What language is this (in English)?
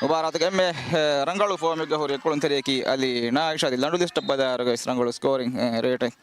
Divehi